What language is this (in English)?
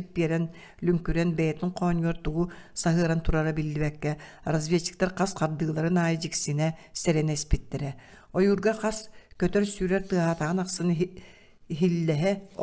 Yakut